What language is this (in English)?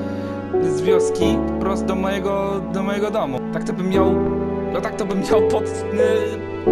Polish